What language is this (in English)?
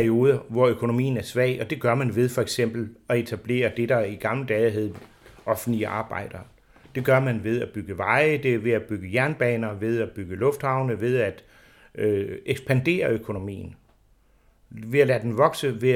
Danish